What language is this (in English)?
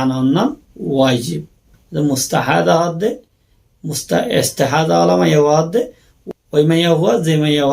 Rohingya